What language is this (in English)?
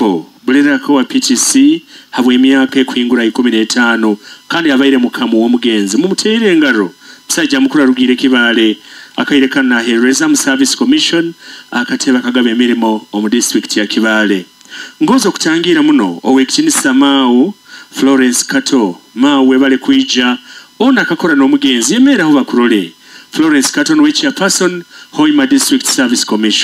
Nyoro